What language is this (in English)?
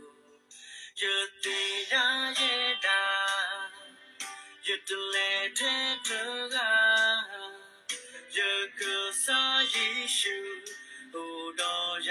S'gaw Karen